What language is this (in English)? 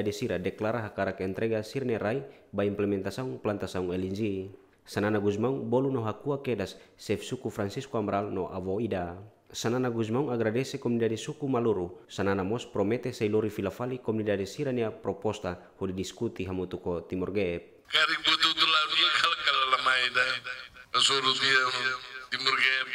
Tetum